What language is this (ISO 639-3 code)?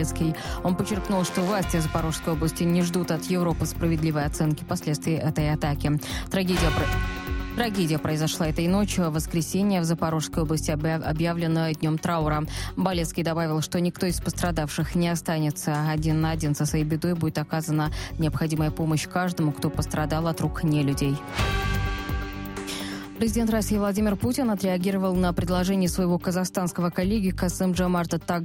rus